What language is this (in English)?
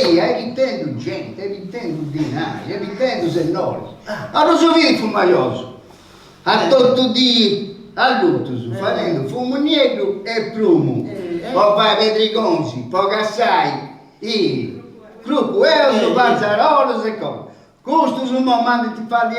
Sardinian